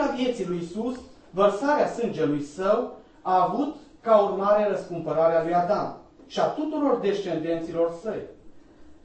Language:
Romanian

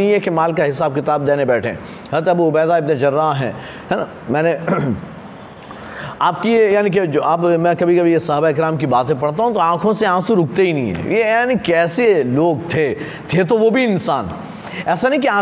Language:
Urdu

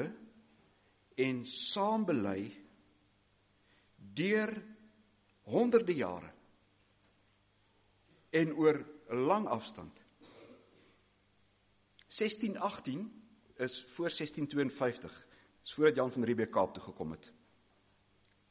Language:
Afrikaans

